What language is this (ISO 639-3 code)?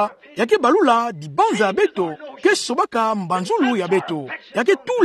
ktu